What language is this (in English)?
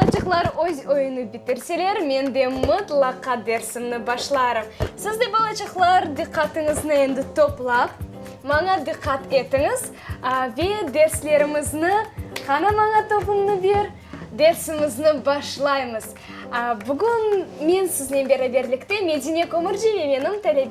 Crimean Tatar